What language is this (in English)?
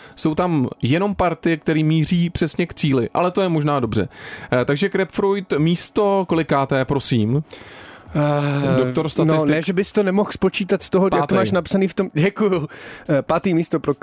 Czech